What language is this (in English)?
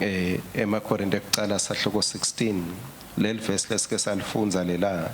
Swati